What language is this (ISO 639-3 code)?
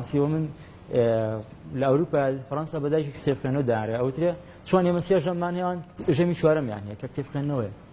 ckb